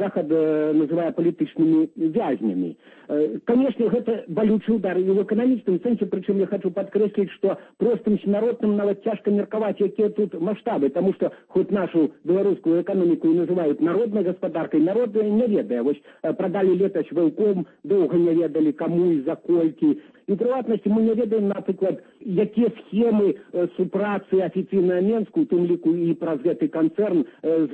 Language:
Belarusian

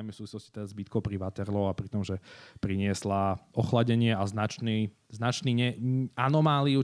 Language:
Slovak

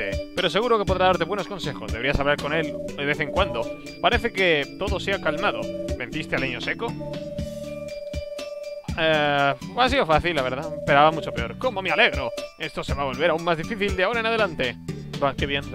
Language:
Spanish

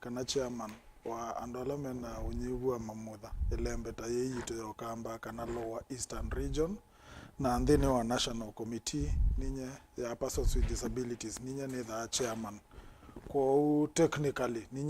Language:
Kamba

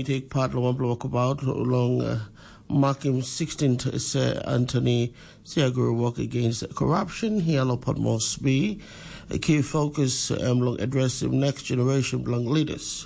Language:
Tok Pisin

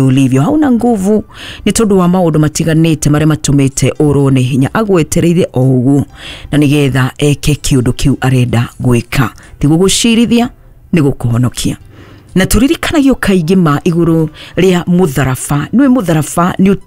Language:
Kikuyu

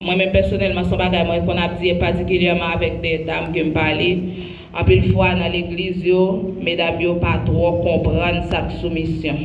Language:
Haitian Creole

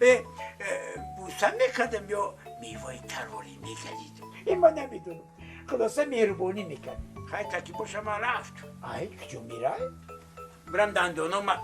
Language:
Tajik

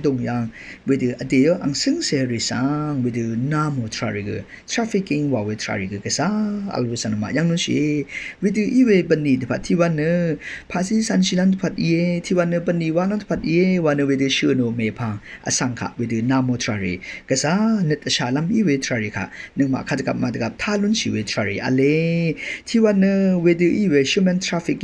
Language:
Rawang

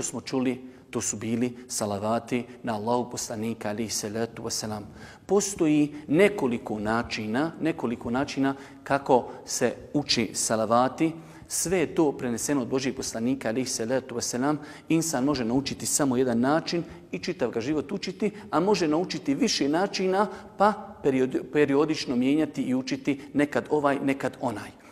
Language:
Bosnian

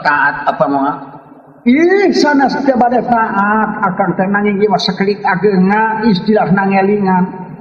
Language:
Sundanese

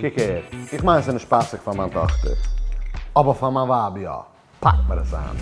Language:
Yiddish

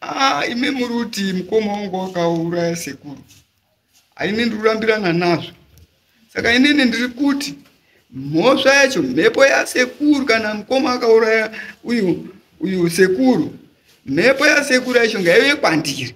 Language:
Shona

